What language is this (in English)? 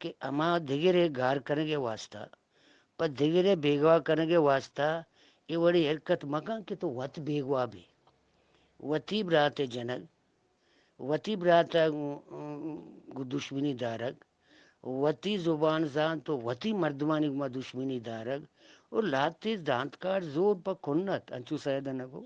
Eastern Balochi